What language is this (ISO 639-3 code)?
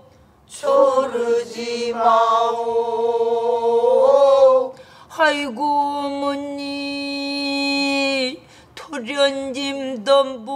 kor